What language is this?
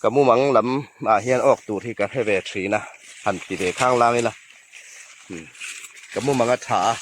Hmar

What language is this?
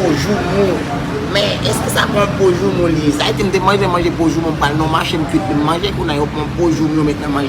Haitian Creole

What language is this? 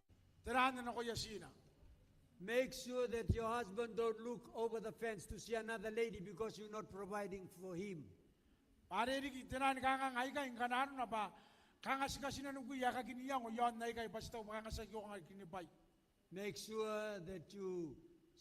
Gilbertese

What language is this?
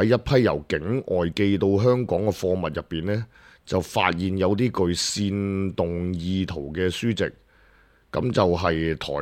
Cantonese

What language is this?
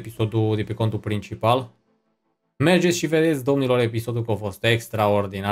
Romanian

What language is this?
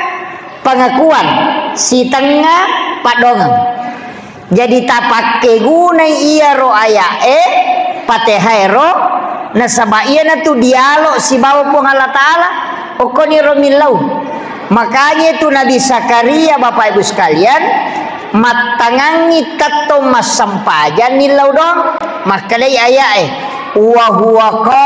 Buginese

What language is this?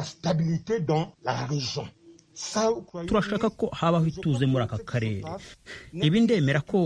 Kinyarwanda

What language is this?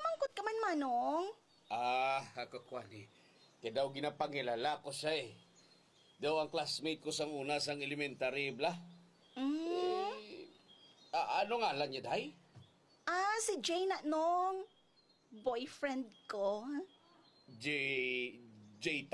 Hiligaynon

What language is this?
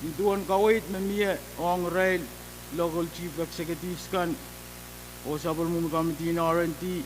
Pohnpeian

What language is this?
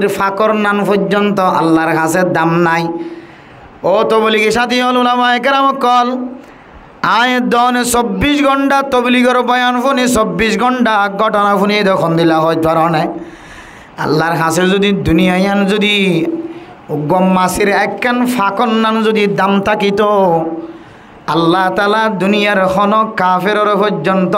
Rohingya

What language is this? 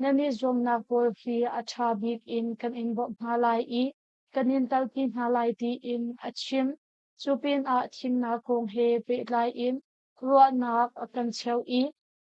Hakha Chin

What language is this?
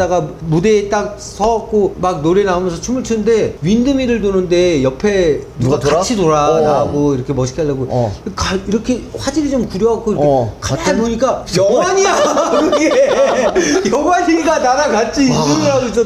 Korean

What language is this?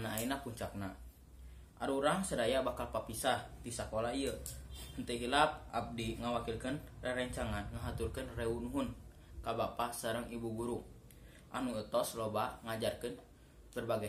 Sundanese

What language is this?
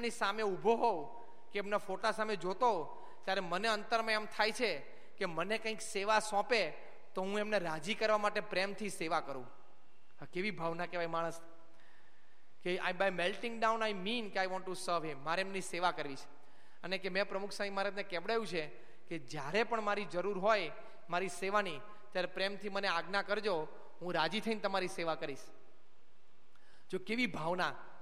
Gujarati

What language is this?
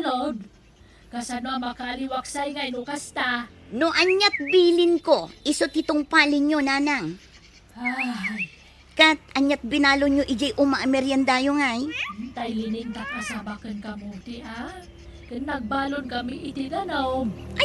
Iloko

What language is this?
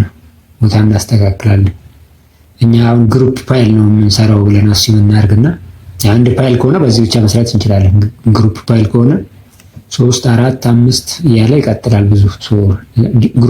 Amharic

